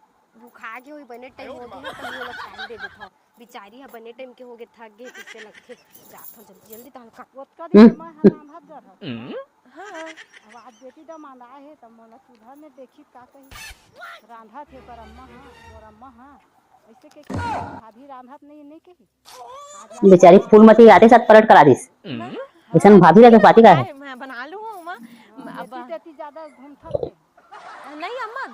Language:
Chhattisgarhi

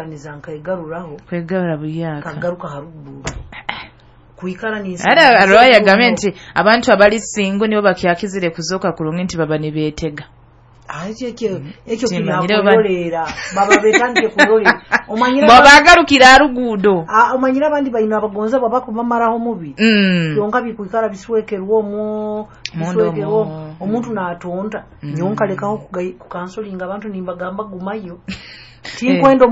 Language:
Nyoro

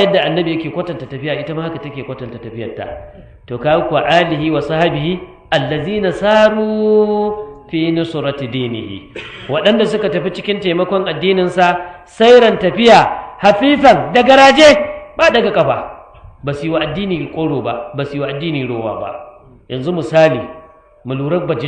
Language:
Hausa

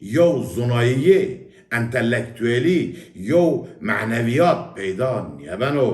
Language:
Zaza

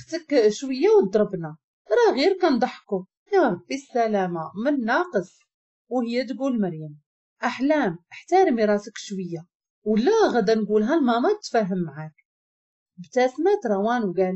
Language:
Moroccan Arabic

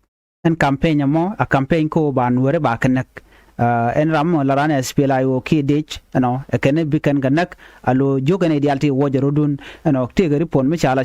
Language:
Nuer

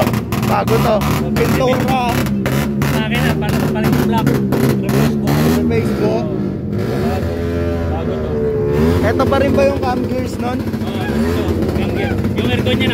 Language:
Filipino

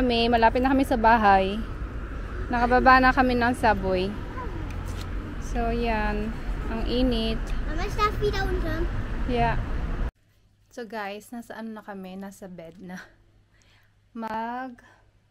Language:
Filipino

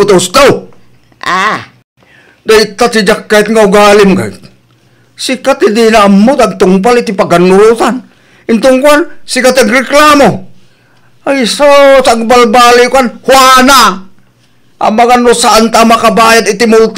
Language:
Iloko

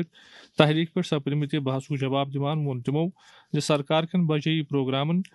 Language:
Kashmiri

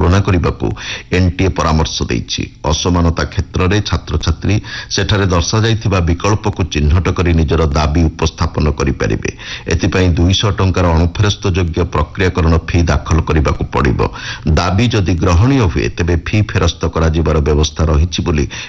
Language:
Odia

